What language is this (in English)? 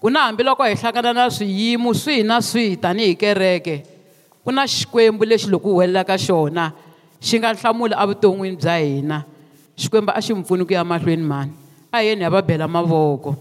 Tsonga